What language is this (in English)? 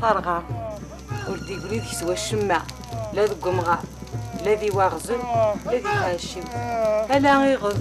Kabyle